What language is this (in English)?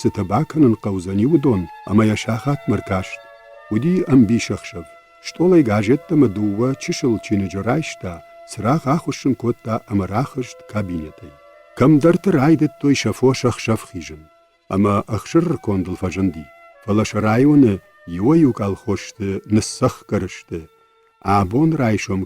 Ossetic